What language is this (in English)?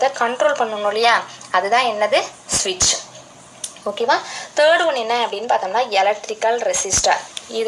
Tamil